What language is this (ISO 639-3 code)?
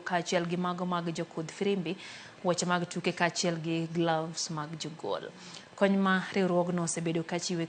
luo